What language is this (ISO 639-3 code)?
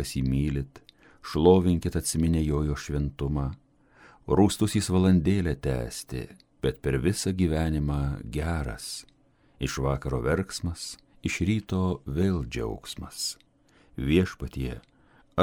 lit